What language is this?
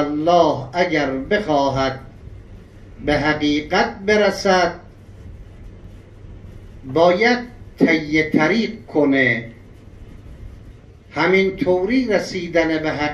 Persian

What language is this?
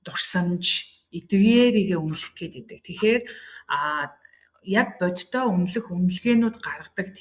Mongolian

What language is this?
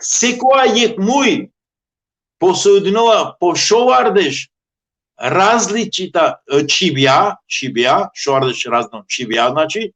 Balkan Romani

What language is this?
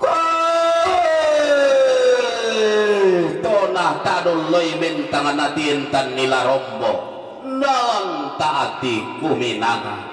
Toraja-Sa'dan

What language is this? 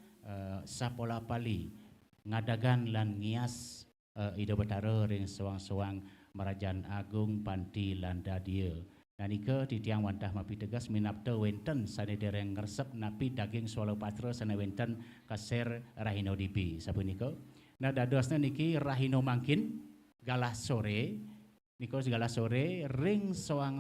Balinese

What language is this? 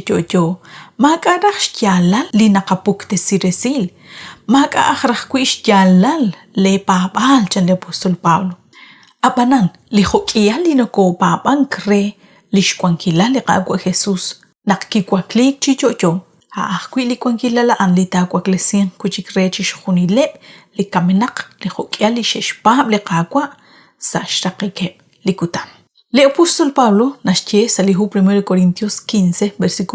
Kekchí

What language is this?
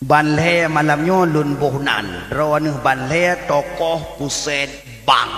Achinese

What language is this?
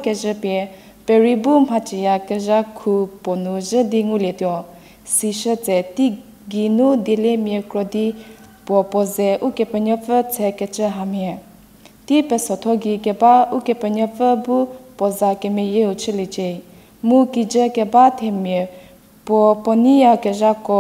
Angami Naga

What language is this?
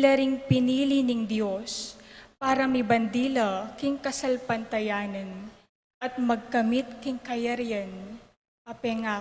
Pampanga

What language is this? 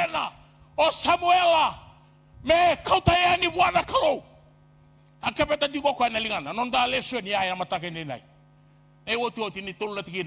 Fijian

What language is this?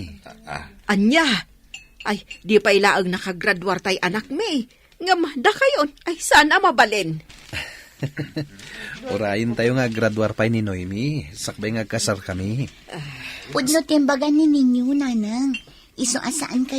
Iloko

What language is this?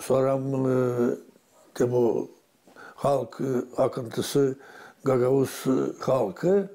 Gagauz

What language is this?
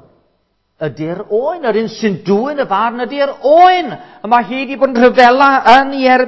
Welsh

